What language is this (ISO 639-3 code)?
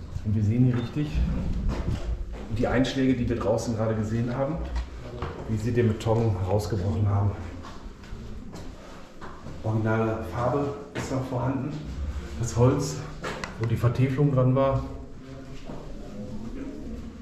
deu